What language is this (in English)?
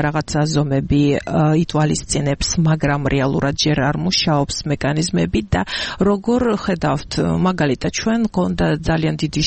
Georgian